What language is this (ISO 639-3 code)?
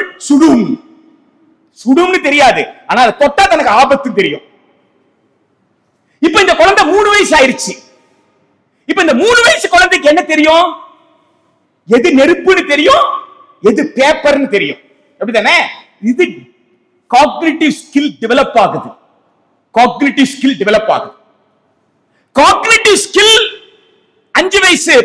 tam